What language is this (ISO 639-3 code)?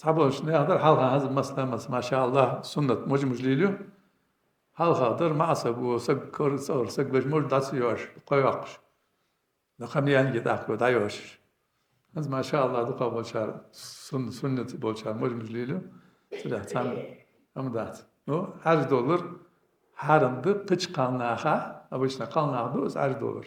inh